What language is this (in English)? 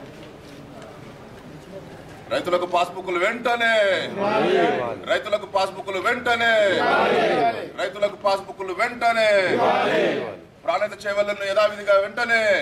Telugu